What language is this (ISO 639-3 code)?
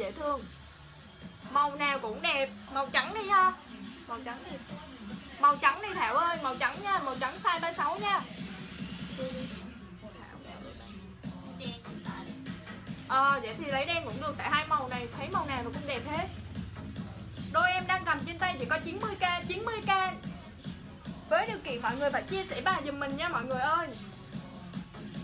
vie